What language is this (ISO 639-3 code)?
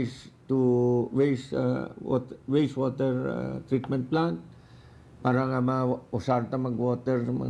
hil